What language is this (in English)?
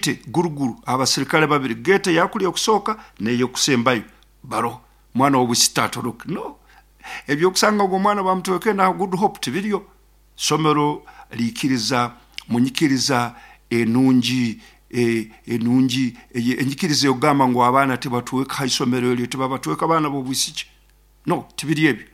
Nyoro